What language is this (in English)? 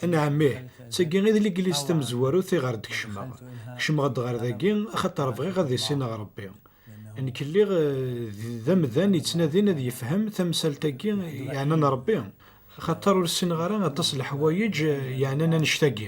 Kabyle